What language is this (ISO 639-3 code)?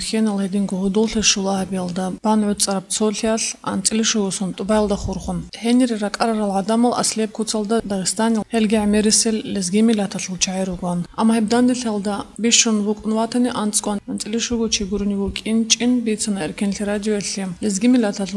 ava